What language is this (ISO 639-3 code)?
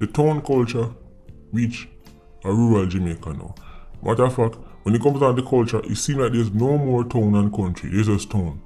jam